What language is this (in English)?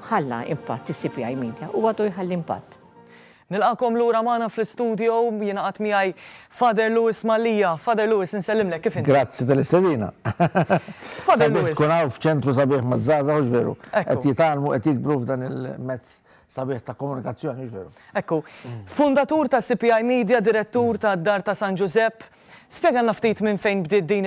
Maltese